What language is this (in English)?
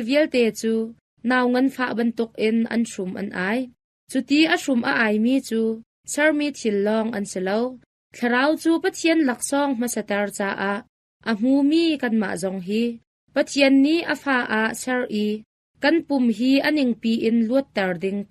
Hakha Chin